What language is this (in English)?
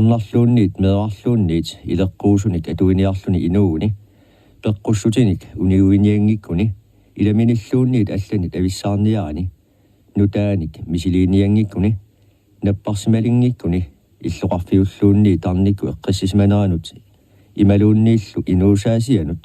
Kalaallisut